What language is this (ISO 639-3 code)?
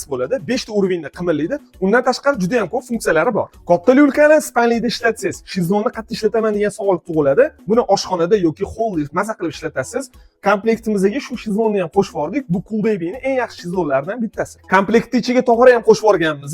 uzb